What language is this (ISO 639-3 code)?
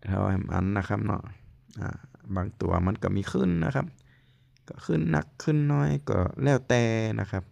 lao